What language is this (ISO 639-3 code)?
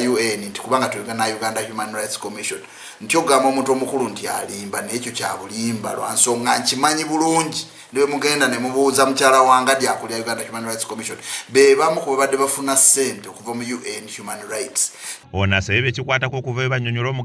lug